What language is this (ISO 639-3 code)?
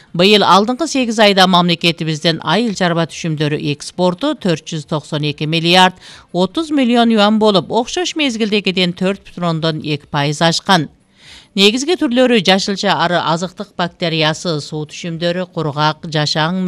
kir